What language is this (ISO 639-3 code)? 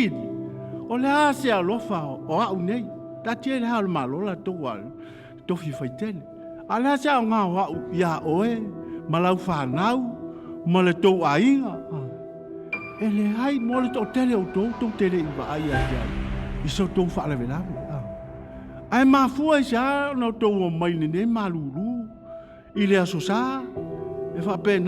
smo